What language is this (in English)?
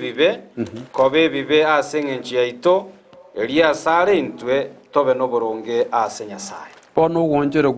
Gusii